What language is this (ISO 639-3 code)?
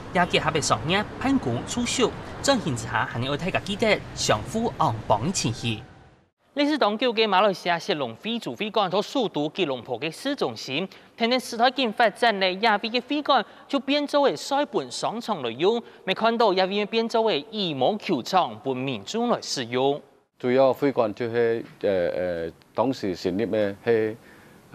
hak